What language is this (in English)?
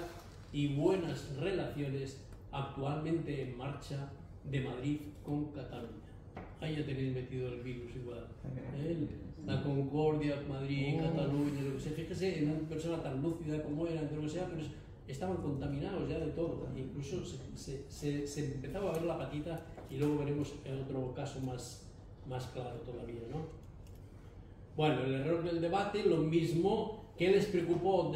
Spanish